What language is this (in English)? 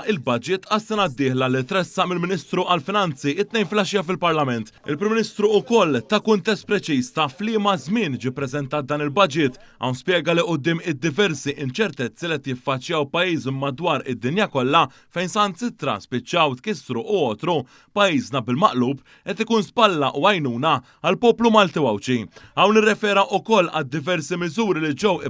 Maltese